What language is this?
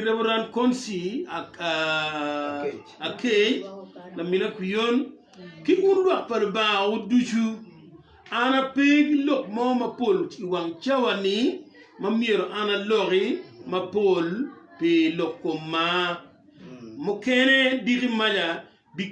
Acoli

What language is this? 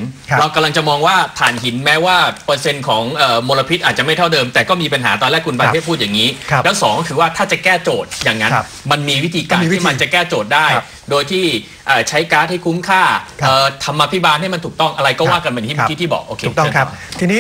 Thai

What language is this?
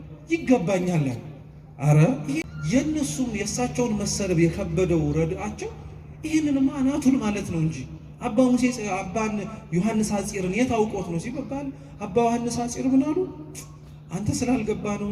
Amharic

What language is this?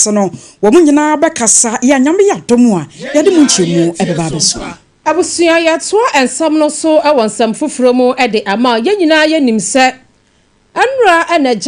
Akan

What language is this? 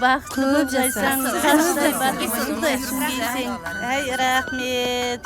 Kara-Kalpak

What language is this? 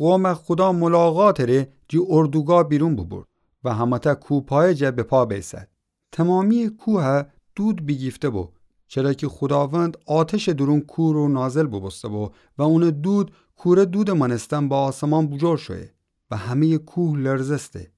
Gilaki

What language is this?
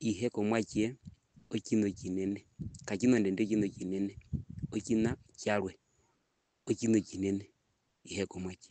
Herero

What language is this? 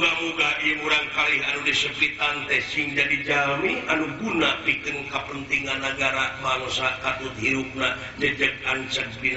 Sundanese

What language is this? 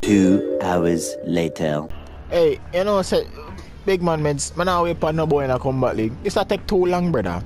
Jamaican Creole English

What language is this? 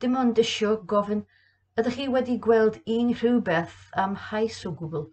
Welsh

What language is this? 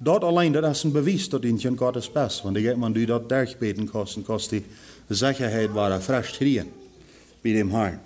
Plautdietsch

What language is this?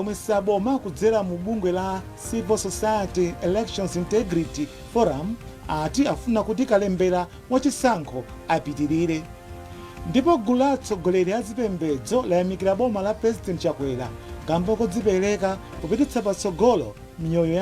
Nyanja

